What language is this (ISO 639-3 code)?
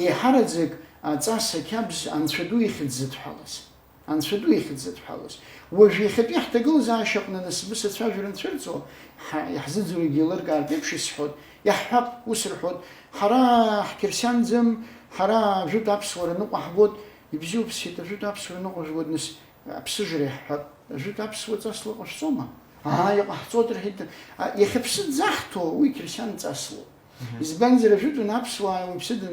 abk